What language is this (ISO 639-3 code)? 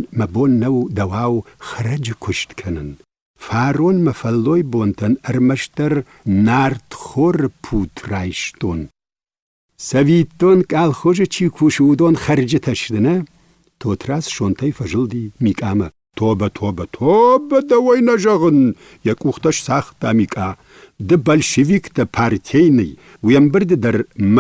oss